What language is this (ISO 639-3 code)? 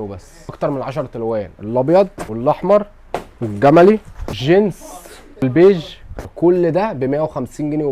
arz